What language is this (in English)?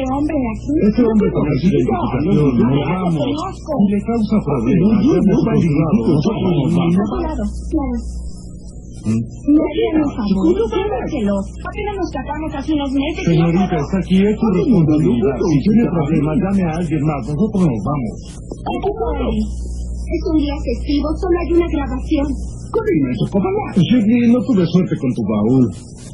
Spanish